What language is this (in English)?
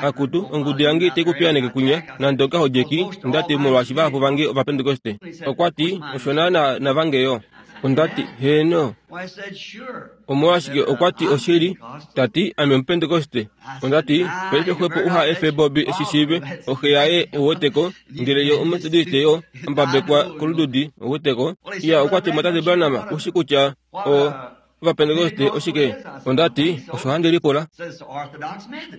Kuanyama